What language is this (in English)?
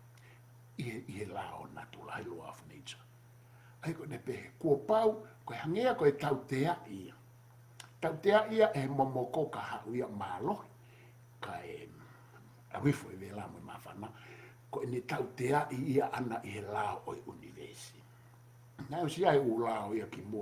Tongan